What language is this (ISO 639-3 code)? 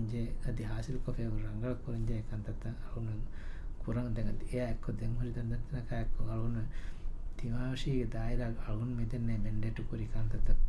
div